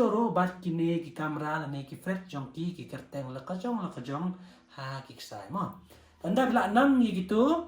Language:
Khasi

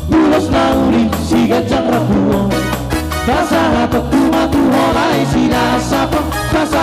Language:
Batak Karo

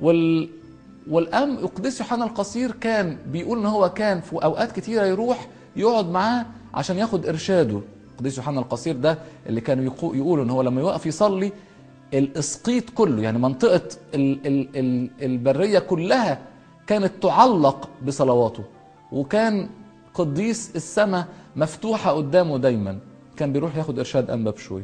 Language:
Egyptian Arabic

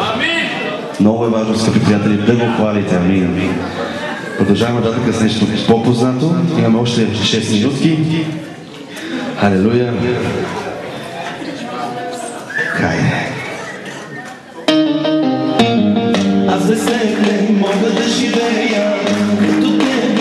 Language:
Bulgarian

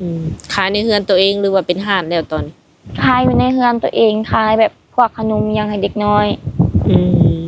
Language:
Lao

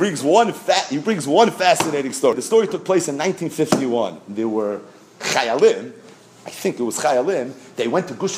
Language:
English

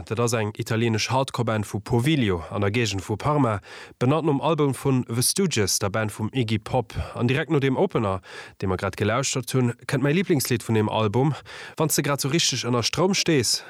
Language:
Luxembourgish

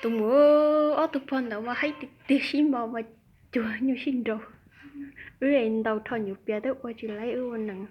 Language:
Hmong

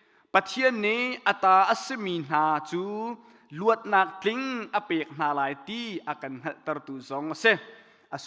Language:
Hakha Chin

